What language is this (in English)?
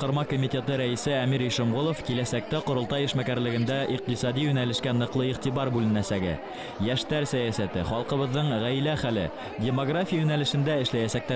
Bashkir